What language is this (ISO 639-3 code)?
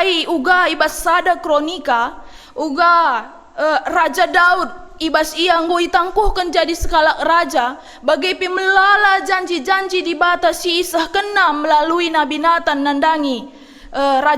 btx